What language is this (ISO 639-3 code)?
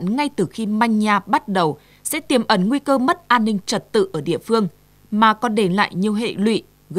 vie